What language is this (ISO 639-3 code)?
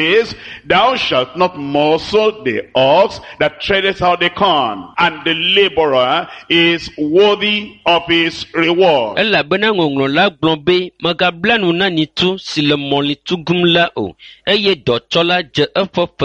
ewe